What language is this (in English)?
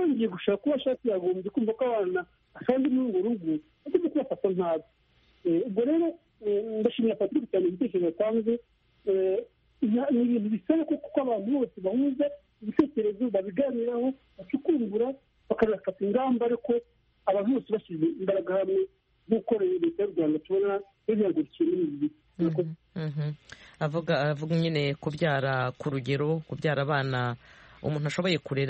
Kinyarwanda